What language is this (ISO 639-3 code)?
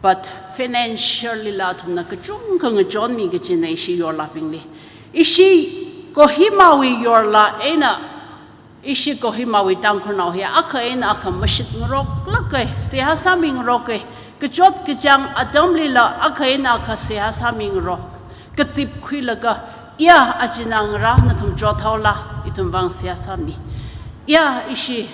nmf